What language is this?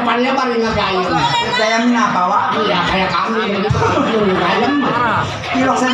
Betawi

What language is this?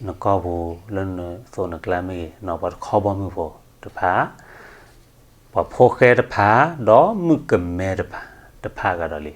S'gaw Karen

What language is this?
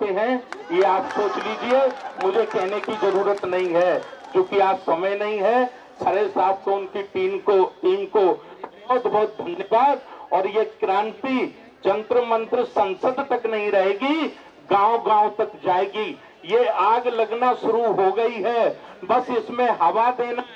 Hindi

